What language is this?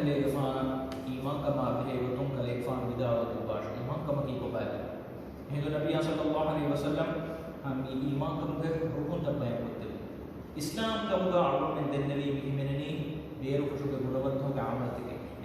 Divehi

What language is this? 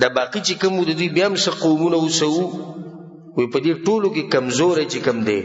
Pashto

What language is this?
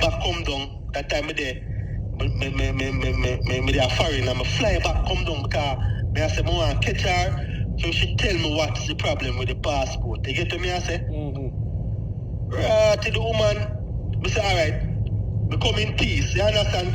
Jamaican Creole English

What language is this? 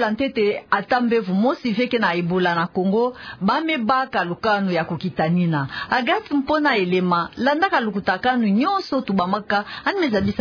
Kituba (Democratic Republic of Congo)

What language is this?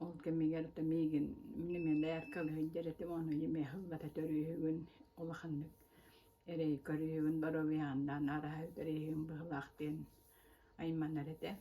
Yakut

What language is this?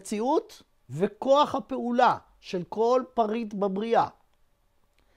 Hebrew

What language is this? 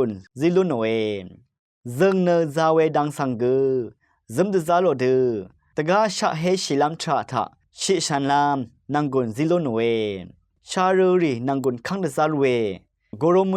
Rawang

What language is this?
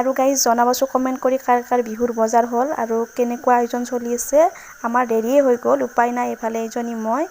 Assamese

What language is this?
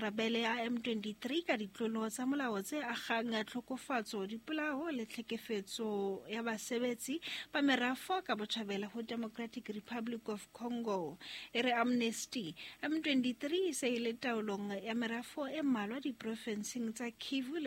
Southern Sotho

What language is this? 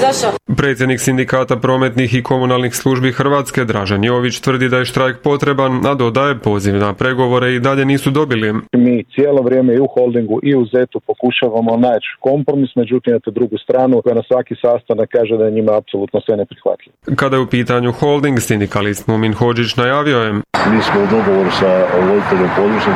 Croatian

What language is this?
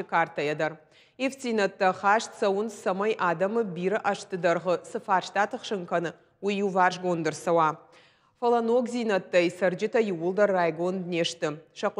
Ossetic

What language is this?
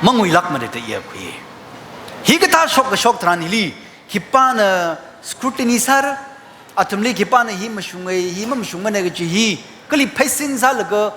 Tangkhul Naga (India)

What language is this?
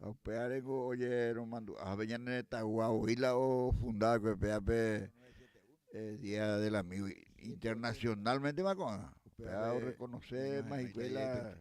Guarani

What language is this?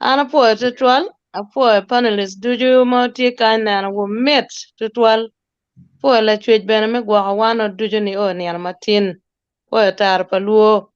Acoli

